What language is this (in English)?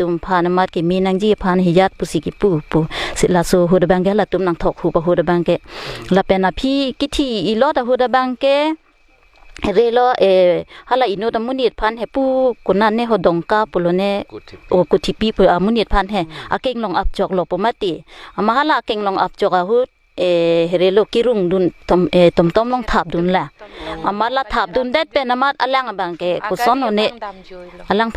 Karbi